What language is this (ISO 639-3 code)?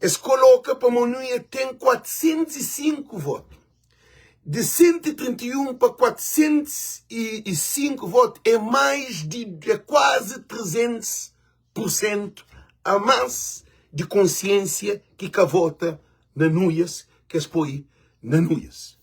kea